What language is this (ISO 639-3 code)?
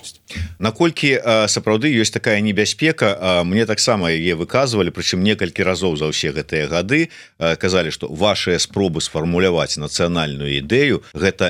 bel